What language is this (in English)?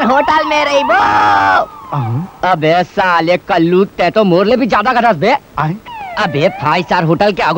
Chhattisgarhi